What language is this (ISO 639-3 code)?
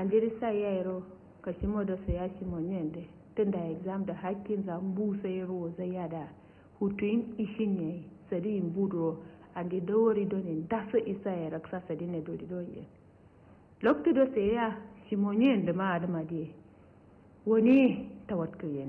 kau